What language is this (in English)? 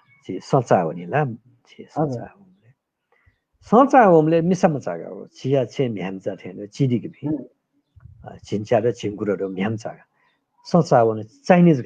Newari